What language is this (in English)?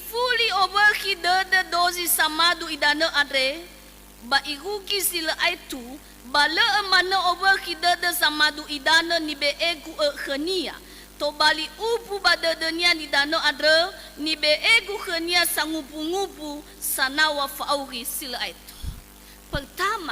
Nias